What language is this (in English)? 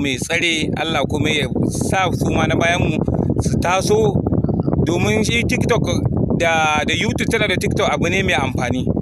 Hausa